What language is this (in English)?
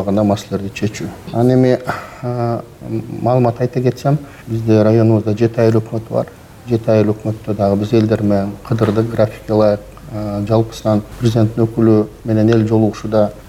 Kyrgyz